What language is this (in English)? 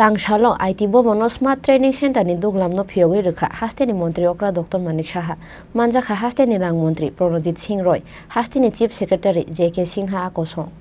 Kok Borok